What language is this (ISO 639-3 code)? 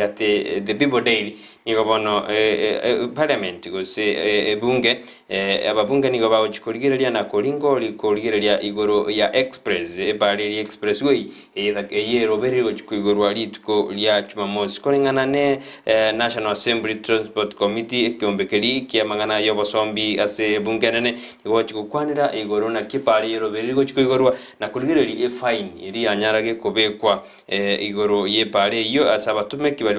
guz